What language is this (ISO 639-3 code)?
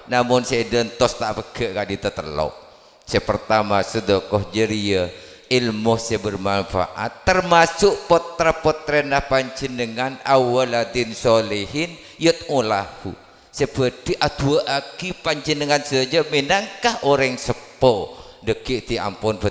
mad